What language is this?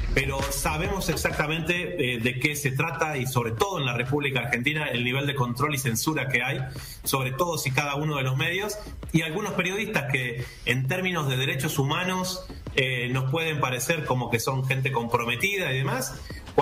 Spanish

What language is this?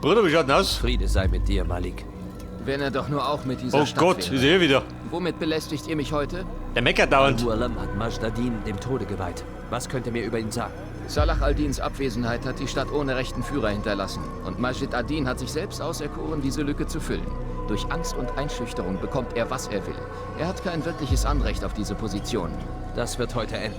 Bavarian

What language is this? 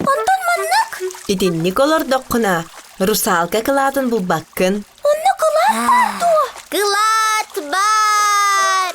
Yakut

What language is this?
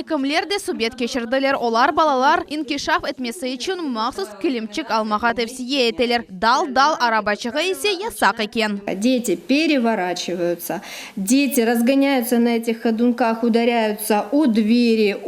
Crimean Tatar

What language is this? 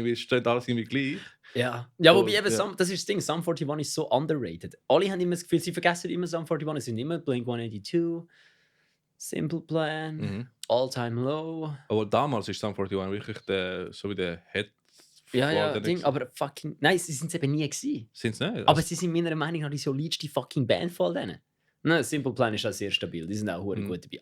Swiss German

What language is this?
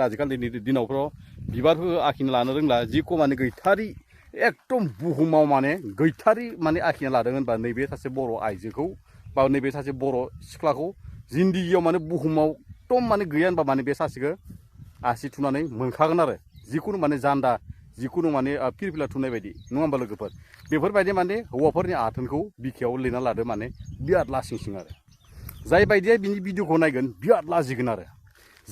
Bodo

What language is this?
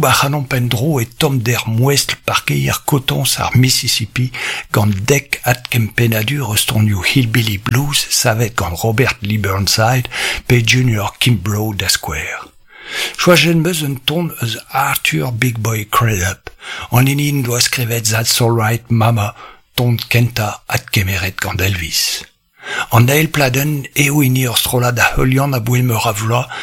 Breton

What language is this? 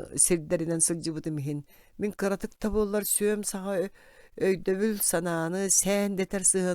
Yakut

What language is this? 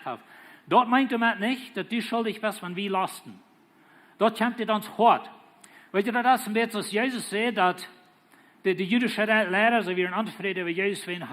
Plautdietsch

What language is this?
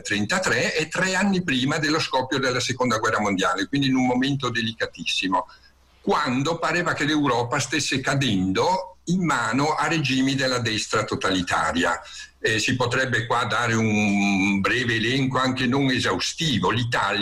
Italian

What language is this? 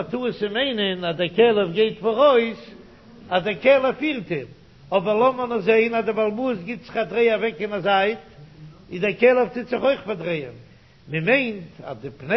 Yiddish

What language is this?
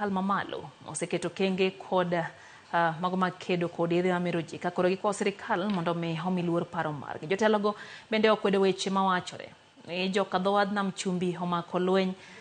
Luo (Kenya and Tanzania)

